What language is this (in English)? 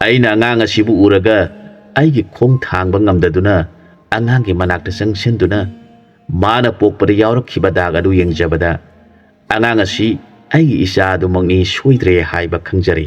Manipuri